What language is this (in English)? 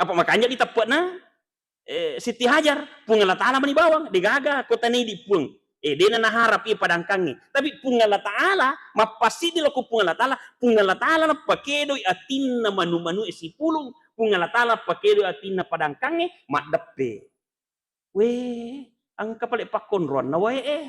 Buginese